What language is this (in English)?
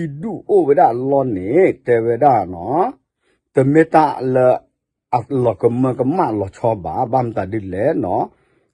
S'gaw Karen